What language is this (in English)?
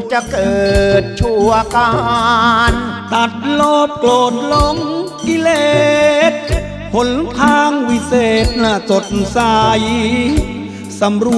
Thai